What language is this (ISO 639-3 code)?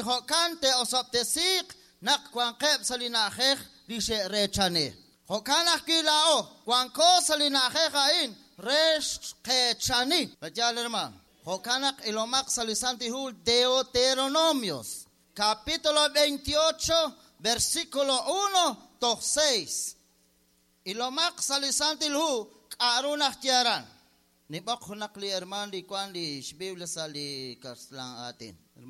kek